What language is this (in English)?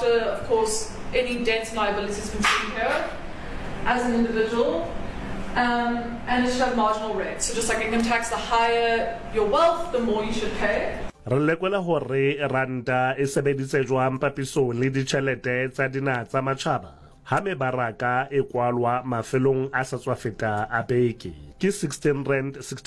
Southern Sotho